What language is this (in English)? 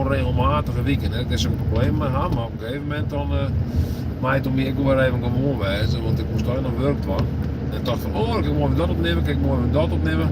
Western Frisian